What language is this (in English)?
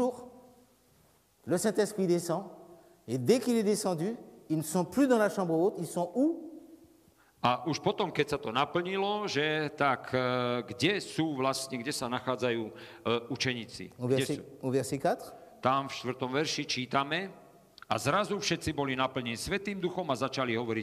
Slovak